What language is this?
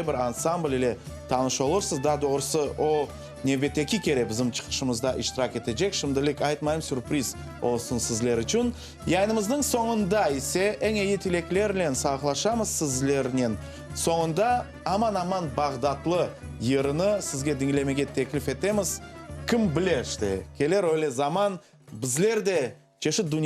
Crimean Tatar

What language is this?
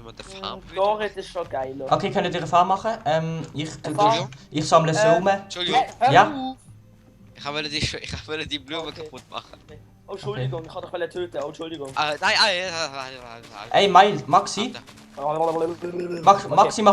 Swiss German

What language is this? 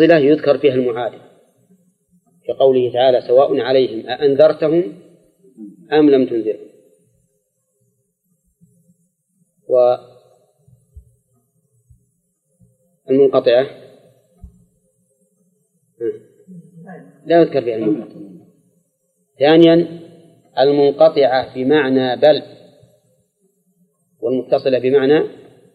Arabic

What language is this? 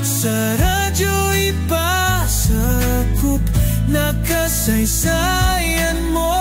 Hiligaynon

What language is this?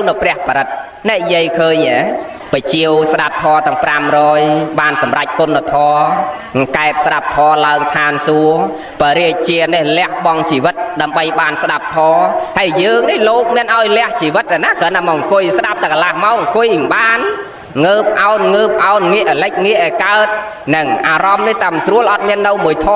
Khmer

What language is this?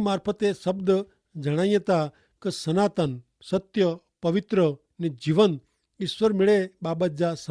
Kachhi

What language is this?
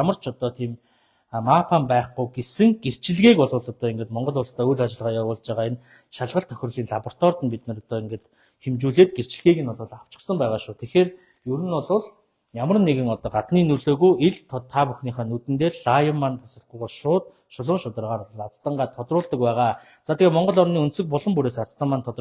Mongolian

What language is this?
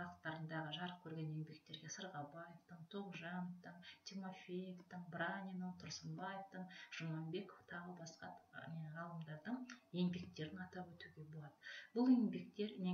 Kazakh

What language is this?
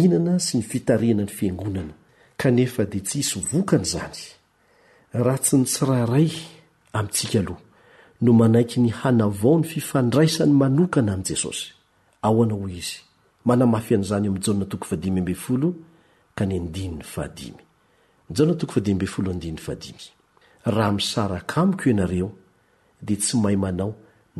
Malagasy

